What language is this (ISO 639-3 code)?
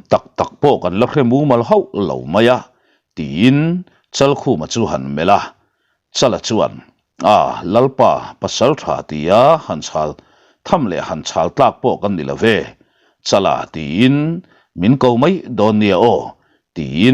lus